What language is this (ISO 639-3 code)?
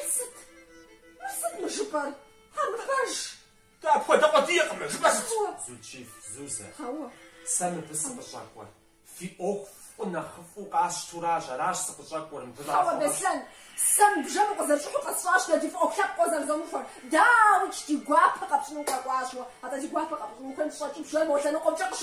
kbd